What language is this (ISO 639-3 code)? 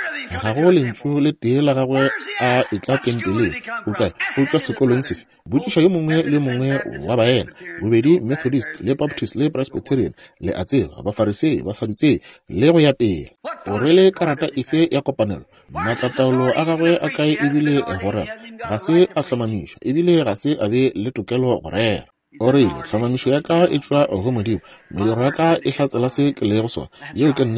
nso